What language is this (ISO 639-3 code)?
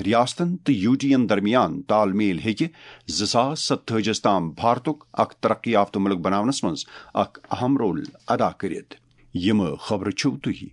kas